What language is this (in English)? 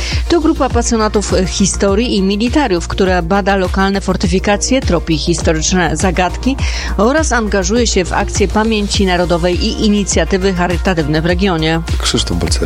Polish